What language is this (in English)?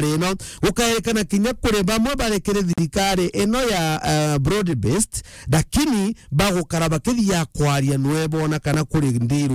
Meru